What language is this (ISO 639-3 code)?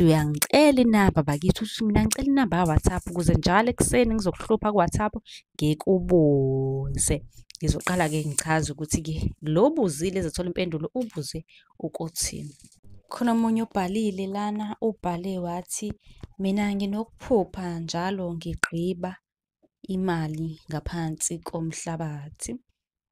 zul